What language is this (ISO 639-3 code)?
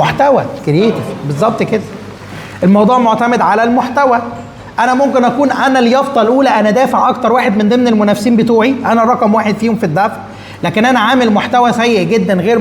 arz